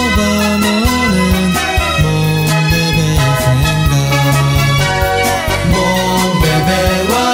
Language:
Hebrew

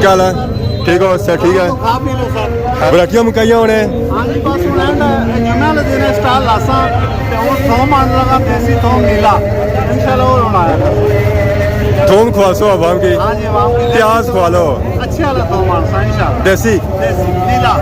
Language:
Pahari-Potwari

